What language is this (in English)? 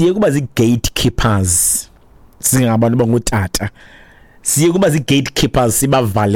Xhosa